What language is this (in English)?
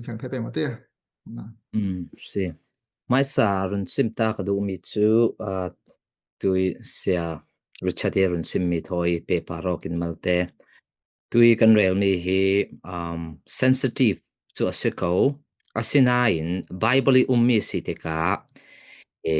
Falam Chin